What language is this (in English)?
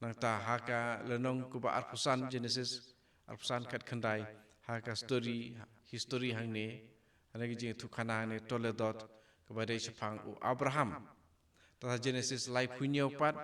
Khasi